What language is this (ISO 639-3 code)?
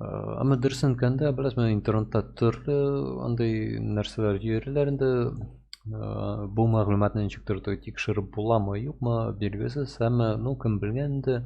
tat